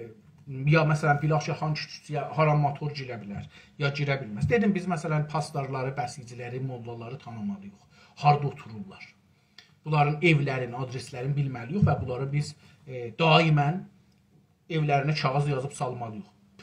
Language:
South Azerbaijani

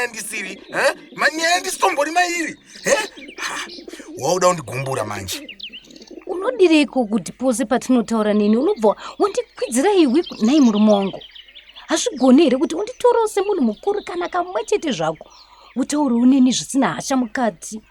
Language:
Shona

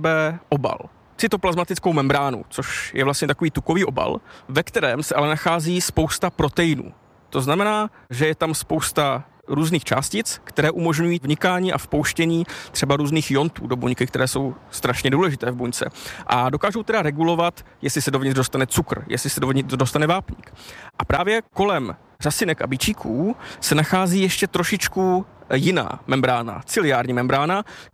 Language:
Czech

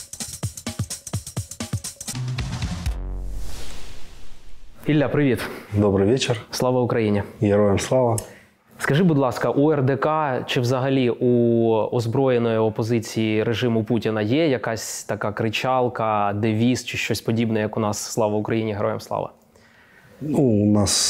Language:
Ukrainian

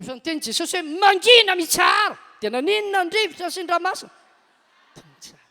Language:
Malagasy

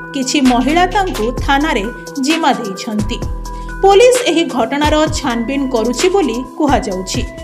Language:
Odia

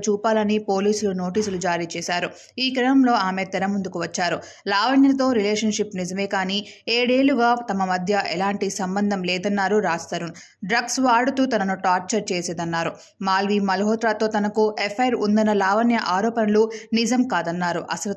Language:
Telugu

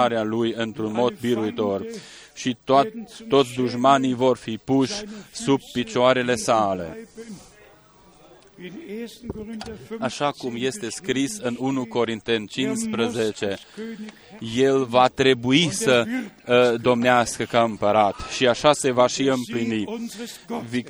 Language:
Romanian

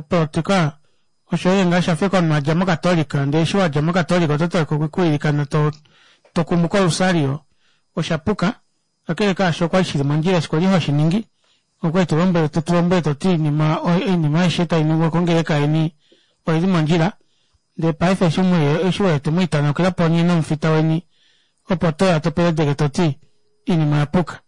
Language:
Kuanyama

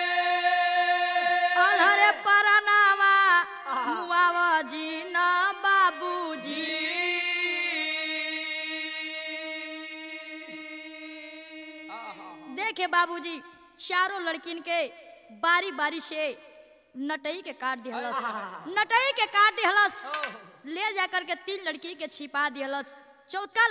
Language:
Bhojpuri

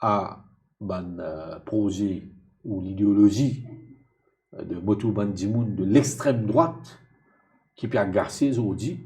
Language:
Morisyen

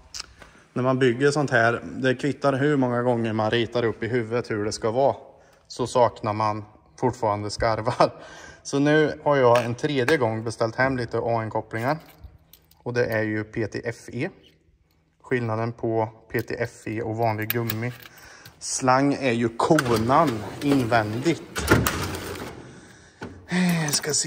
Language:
Swedish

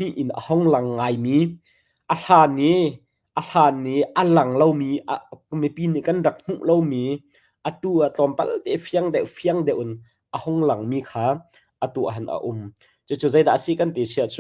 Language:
Hakha Chin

